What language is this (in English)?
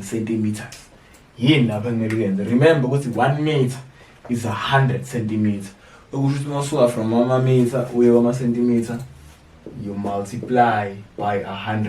Zulu